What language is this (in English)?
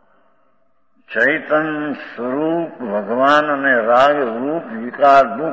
Gujarati